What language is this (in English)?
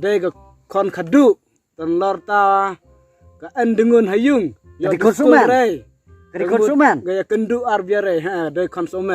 Khasi